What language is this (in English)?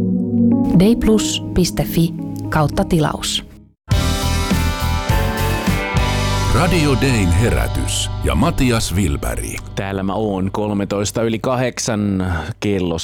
Finnish